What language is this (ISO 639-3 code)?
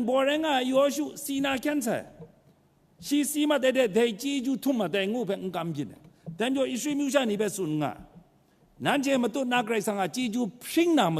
kac